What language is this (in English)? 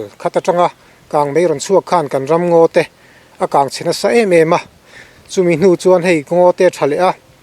Mizo